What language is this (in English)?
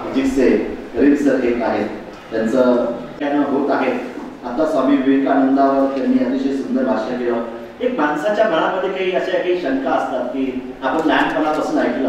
Marathi